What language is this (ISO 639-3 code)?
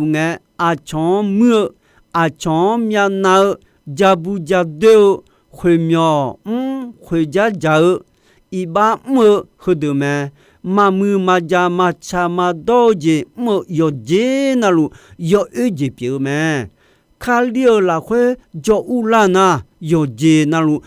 ahk